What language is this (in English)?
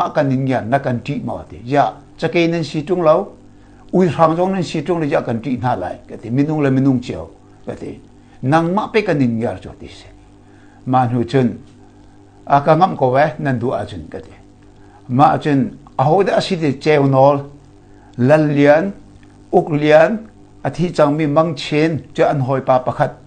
Hakha Chin